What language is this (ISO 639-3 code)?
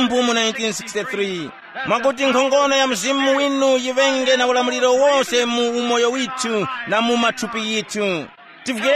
tum